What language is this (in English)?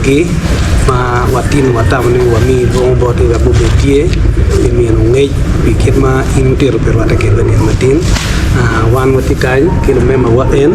Acoli